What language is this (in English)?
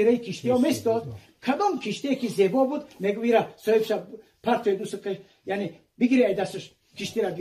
Tajik